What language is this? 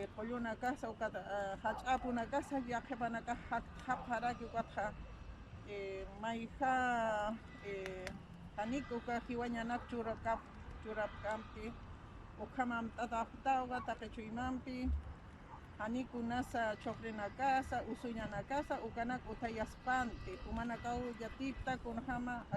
Aymara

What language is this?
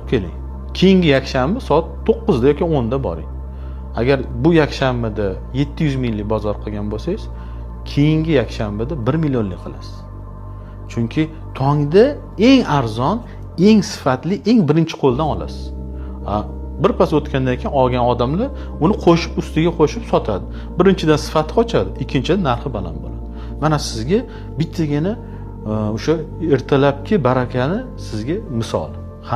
Uzbek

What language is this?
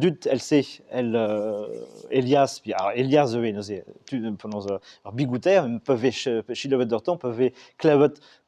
Breton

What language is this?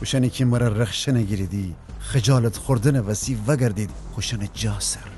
Gilaki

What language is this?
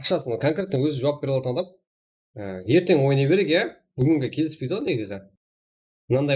Kara-Kalpak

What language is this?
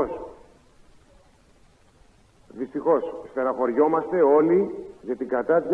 Greek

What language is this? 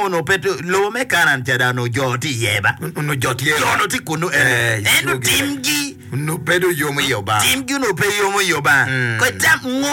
Acoli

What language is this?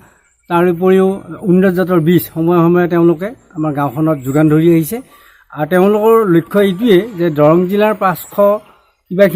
Assamese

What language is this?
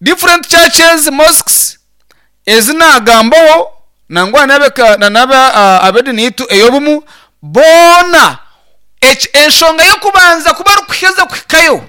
Nyankole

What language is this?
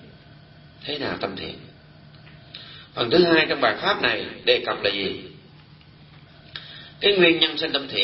Vietnamese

